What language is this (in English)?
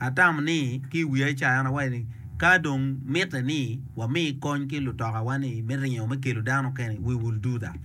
Acoli